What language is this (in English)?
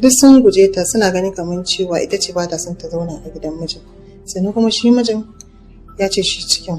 Hausa